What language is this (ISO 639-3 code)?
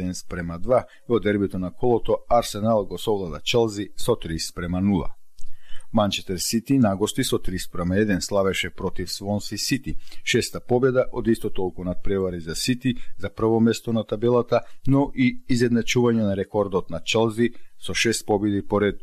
mkd